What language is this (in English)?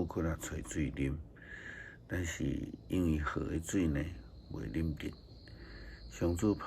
Min Nan Chinese